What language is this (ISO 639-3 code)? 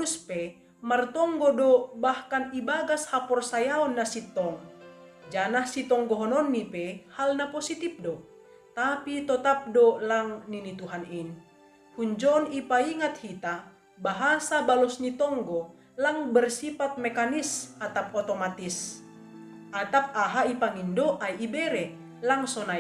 bts